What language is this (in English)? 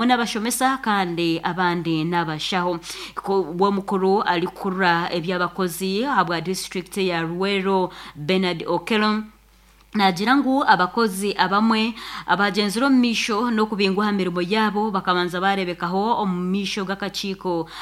Nyankole